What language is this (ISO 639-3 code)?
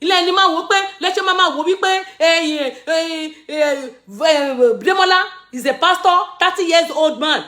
yor